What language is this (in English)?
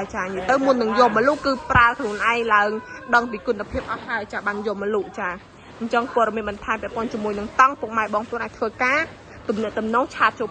Khmer